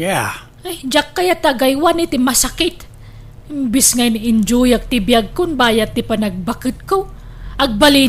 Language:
Iloko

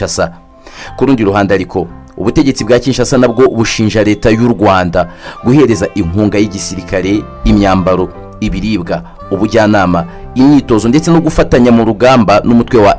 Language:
Kinyarwanda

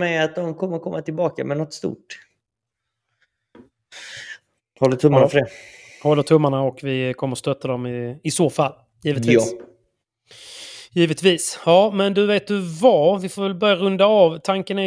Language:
Swedish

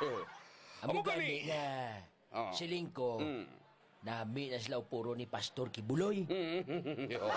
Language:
Hiligaynon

